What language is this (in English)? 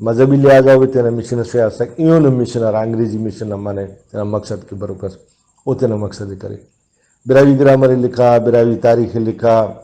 Brahui